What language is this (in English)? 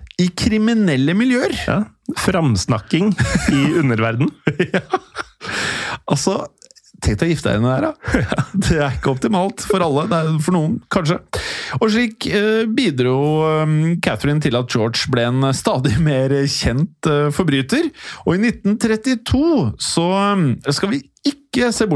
Norwegian